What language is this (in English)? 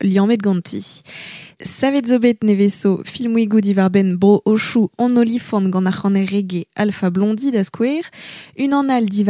Breton